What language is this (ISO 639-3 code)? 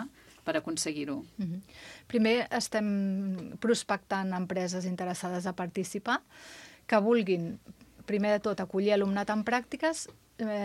cat